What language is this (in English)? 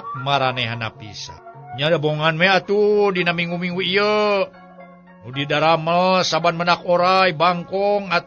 Sundanese